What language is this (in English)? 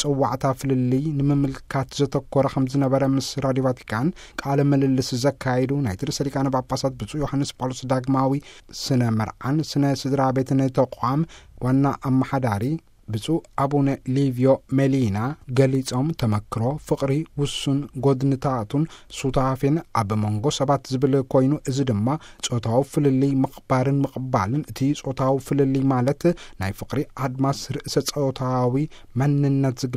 Tigrinya